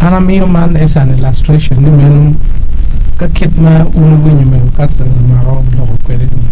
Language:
Acoli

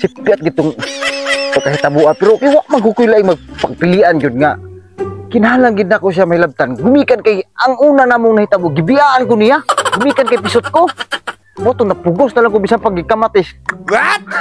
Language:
Cebuano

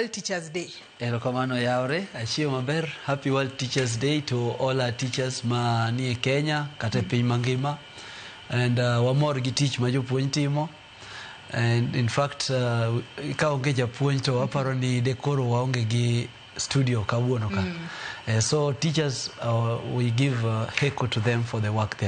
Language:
Luo (Kenya and Tanzania)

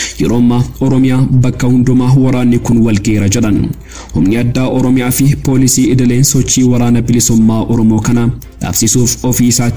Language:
Oromo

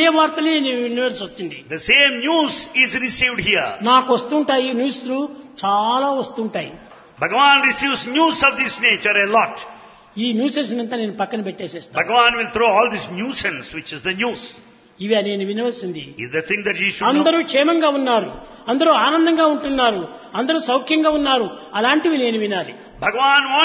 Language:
Telugu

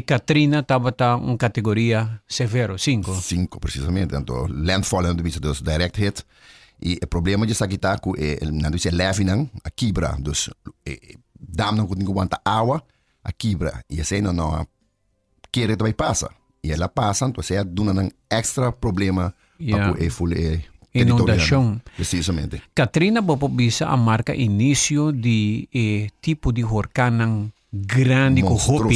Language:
Papiamento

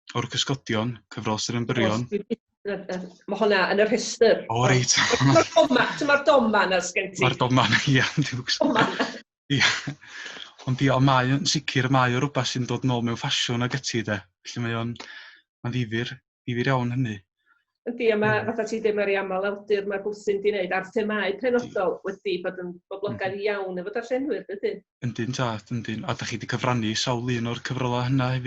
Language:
Welsh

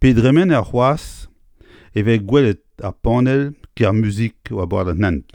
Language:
Breton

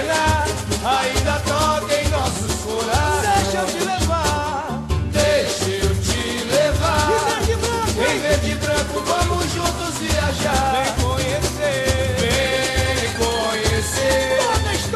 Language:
Portuguese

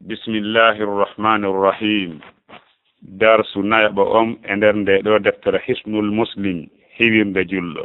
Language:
Fula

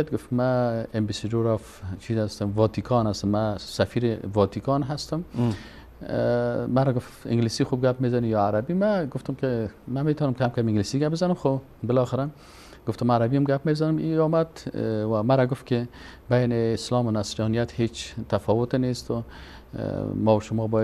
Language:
Persian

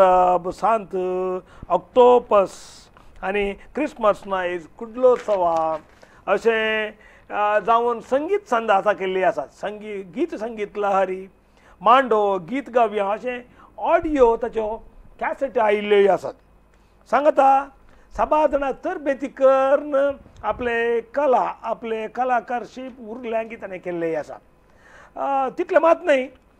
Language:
Konkani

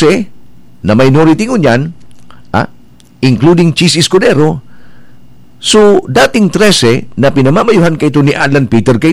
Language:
Bikol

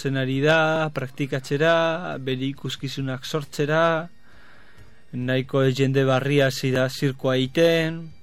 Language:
Basque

